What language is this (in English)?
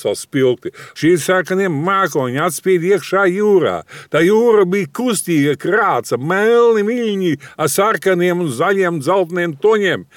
Latvian